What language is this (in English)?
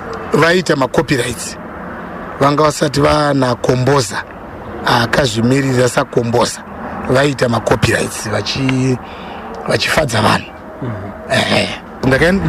Shona